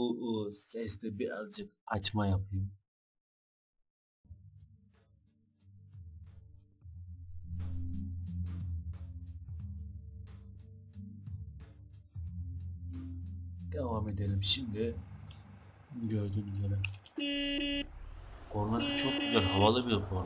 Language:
Turkish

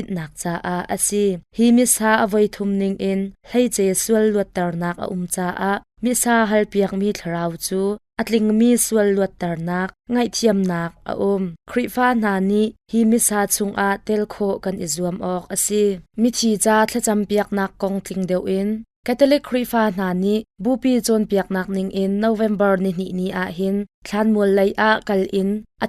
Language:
Hakha Chin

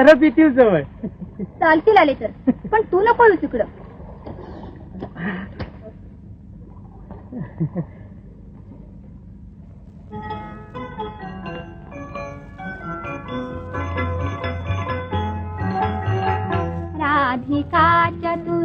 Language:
Marathi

